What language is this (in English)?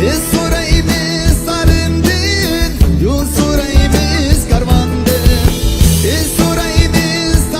Uyghur